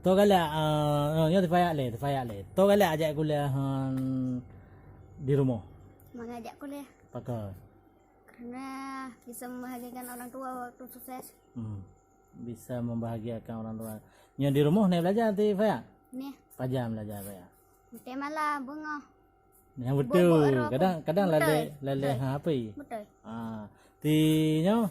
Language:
Achinese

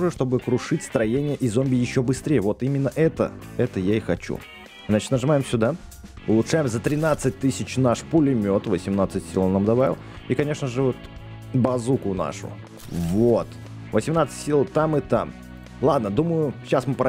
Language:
Russian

